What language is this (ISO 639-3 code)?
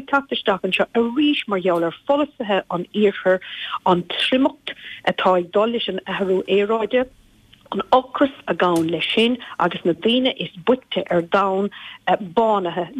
gle